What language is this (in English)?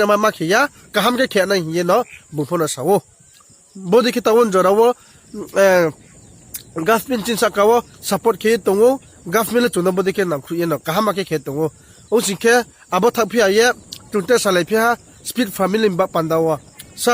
Riang (India)